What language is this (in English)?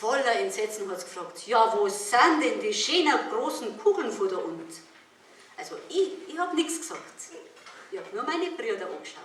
Bavarian